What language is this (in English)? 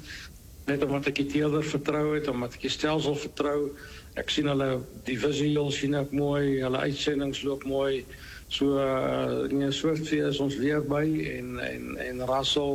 Afrikaans